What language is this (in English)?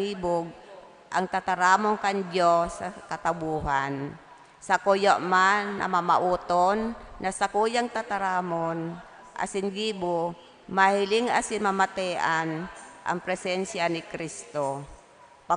Bikol